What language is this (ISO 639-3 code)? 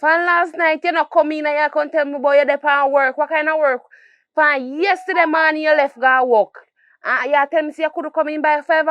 jam